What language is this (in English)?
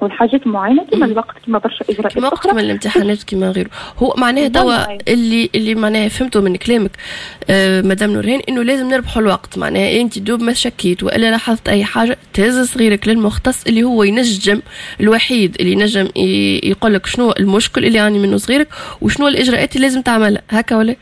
Tunisian Arabic